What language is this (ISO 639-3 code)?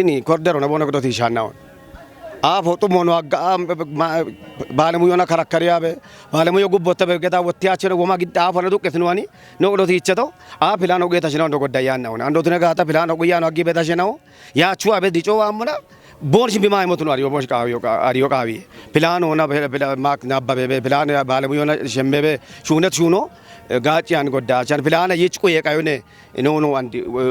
kbr